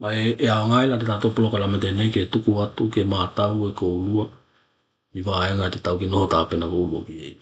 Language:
Tokelau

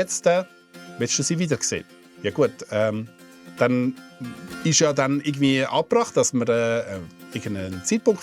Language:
Swiss German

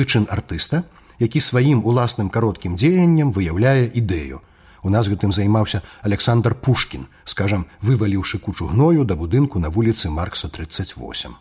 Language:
Belarusian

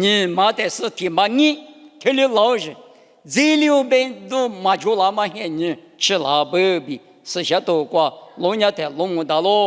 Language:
Lisu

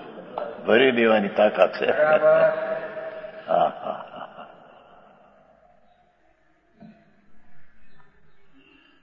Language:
Gujarati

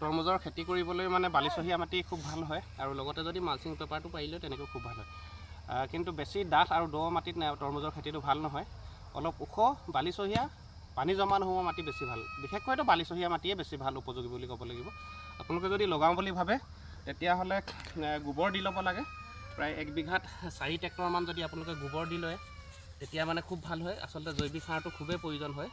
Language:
Assamese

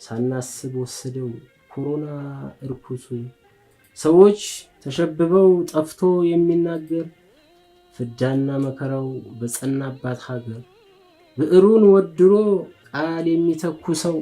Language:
Amharic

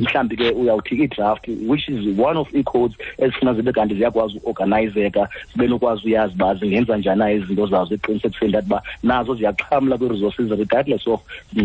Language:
Xhosa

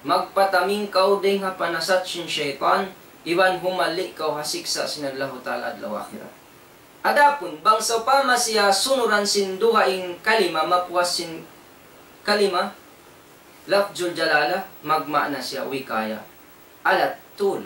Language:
Tausug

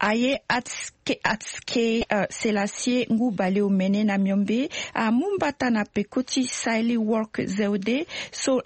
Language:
Sango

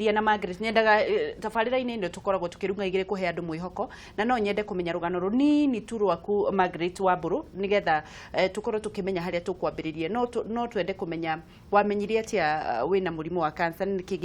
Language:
Kikuyu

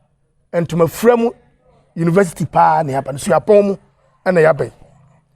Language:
Akan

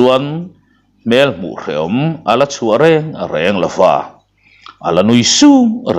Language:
Mizo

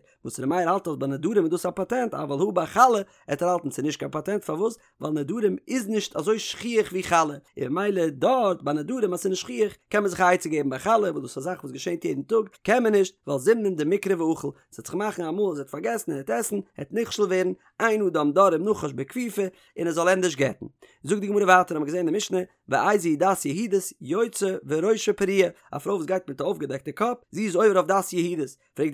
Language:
Yiddish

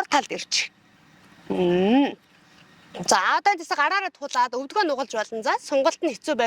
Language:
Mongolian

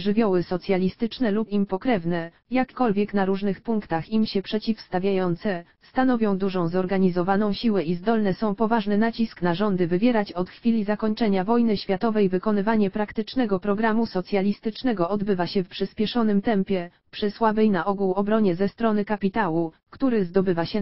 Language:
Polish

